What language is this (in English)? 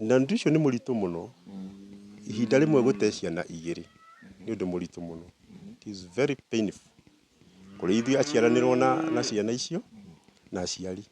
Kikuyu